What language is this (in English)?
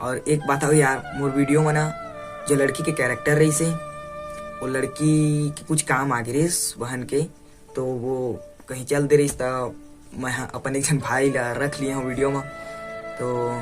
Chhattisgarhi